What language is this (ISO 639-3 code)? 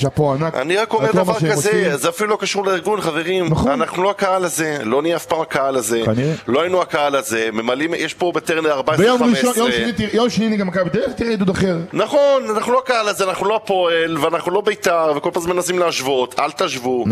heb